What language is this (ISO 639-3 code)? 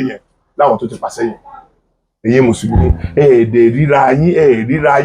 yor